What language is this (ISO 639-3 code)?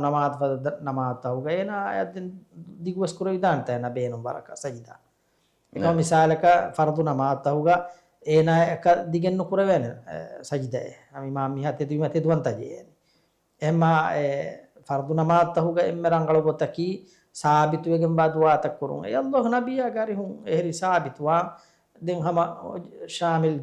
div